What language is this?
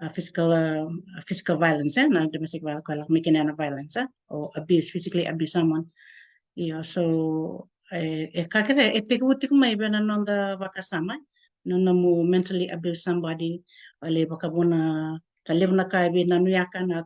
Fijian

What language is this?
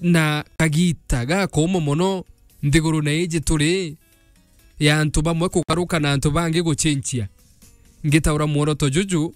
Meru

